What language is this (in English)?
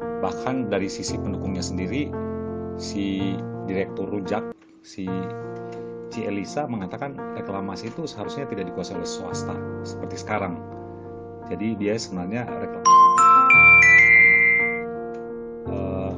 Indonesian